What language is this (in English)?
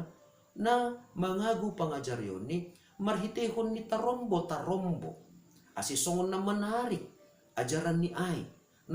Batak Simalungun